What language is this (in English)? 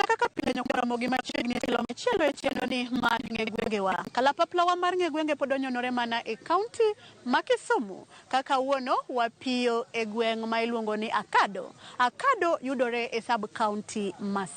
Luo (Kenya and Tanzania)